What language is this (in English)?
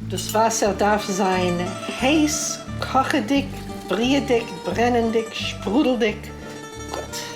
Yiddish